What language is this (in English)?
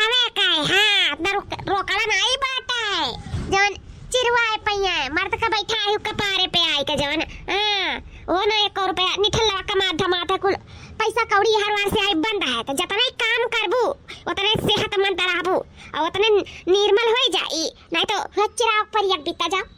Awadhi